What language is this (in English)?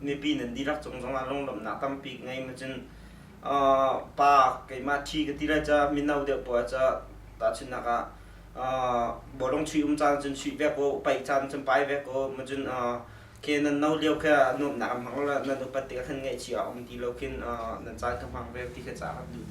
Hakha Chin